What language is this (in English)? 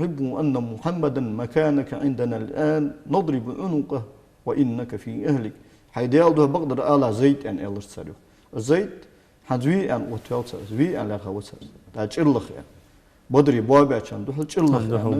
Ingush